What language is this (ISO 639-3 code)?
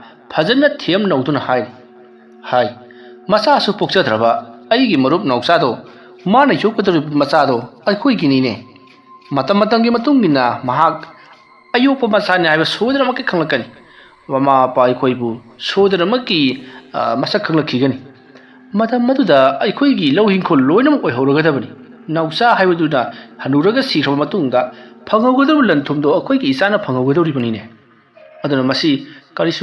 mni